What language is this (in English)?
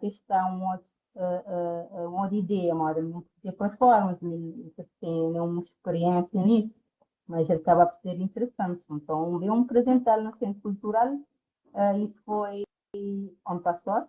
Kabuverdianu